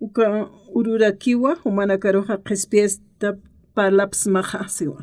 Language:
Aymara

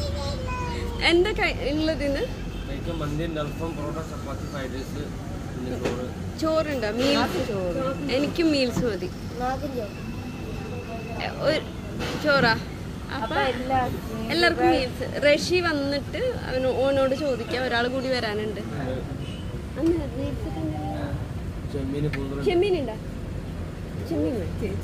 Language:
Malayalam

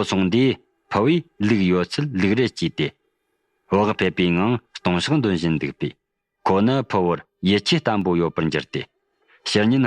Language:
Tibetan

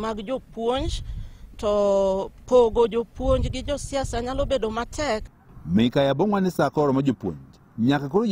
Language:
Luo (Kenya and Tanzania)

